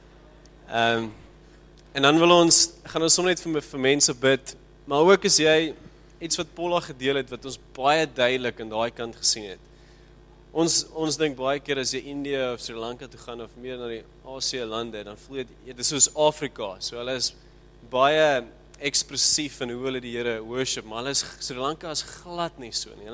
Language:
Afrikaans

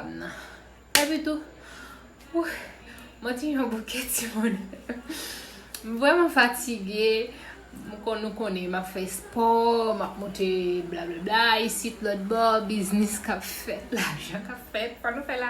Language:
Haitian Creole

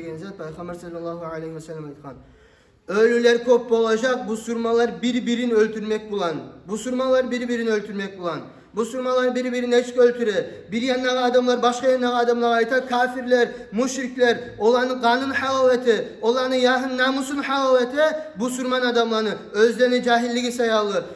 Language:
Kumyk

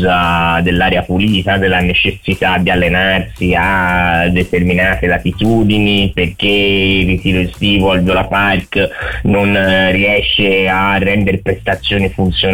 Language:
Italian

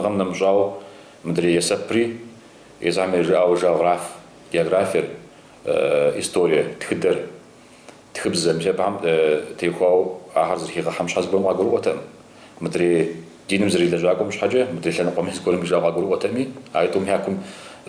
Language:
Kabardian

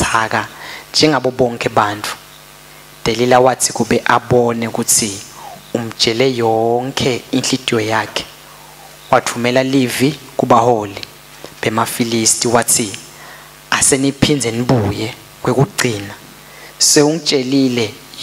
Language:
Swati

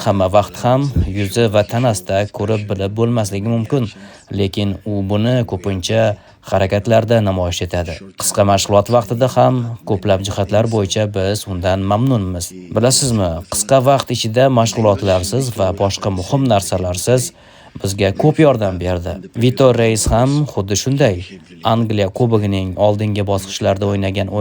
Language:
Uzbek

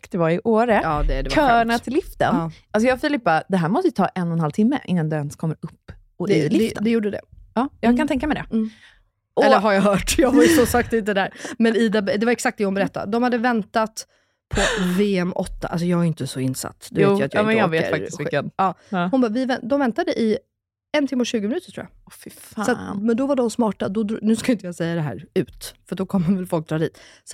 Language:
Swedish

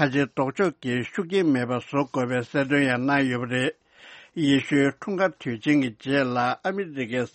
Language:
Tibetan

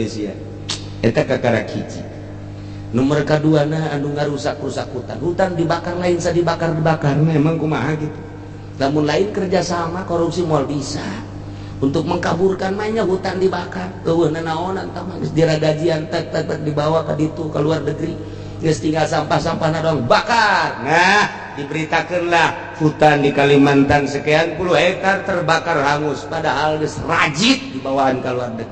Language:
Sundanese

